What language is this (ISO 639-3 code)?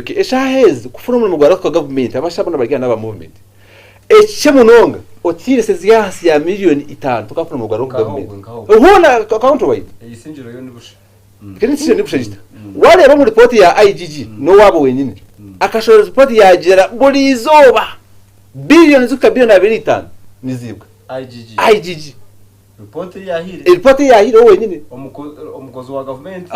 nyn